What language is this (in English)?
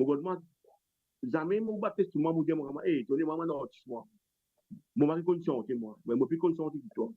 Morisyen